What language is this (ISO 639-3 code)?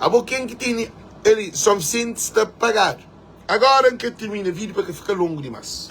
kea